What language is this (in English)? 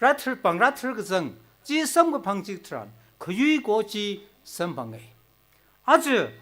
Tangkhul Naga (India)